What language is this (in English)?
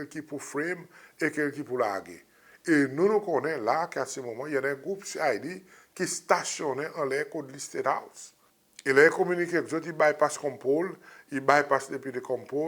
Seselwa Creole French